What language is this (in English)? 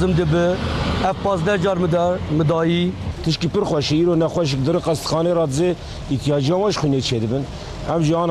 Kurdish